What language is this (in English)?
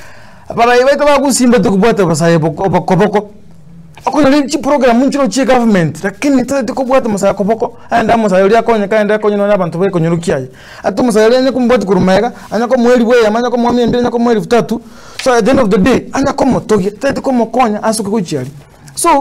Gusii